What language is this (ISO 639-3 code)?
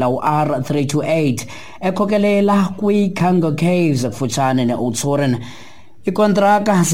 xho